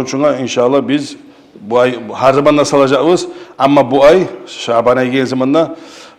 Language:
Kumyk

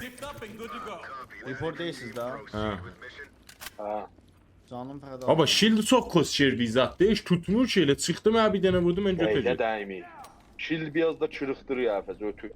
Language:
South Azerbaijani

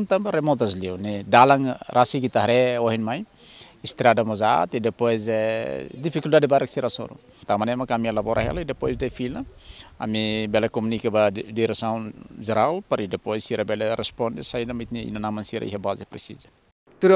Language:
Tetum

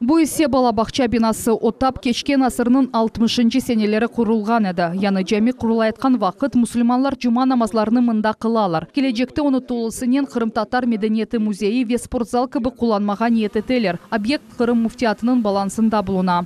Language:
Crimean Tatar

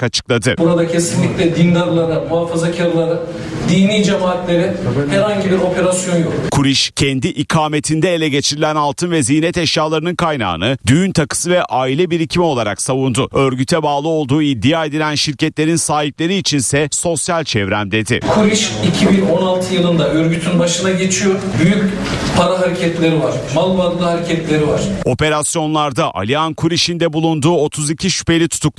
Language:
Turkish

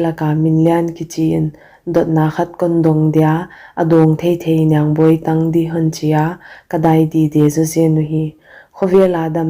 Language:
Paite Chin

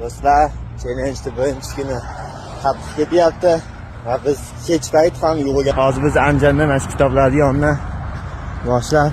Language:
Uzbek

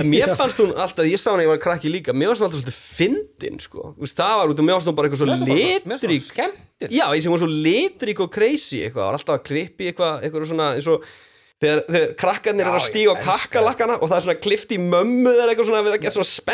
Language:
Icelandic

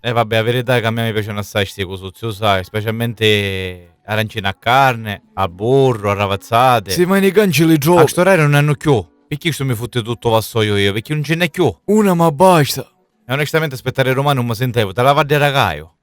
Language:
Sicilian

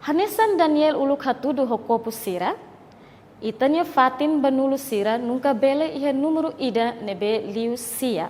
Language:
Tetum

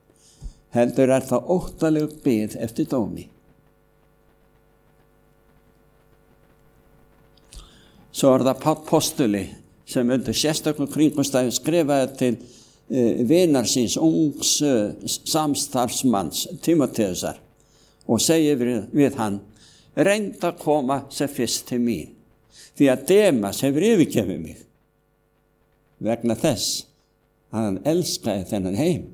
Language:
Icelandic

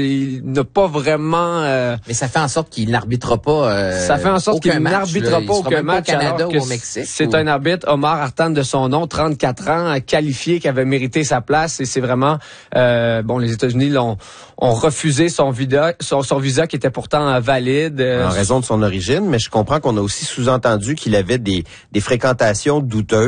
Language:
French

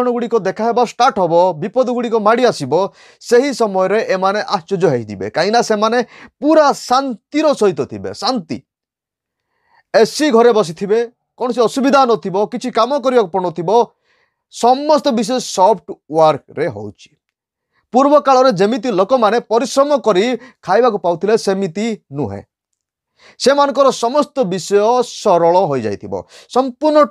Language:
Odia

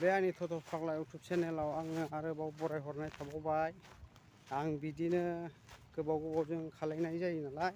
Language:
Bodo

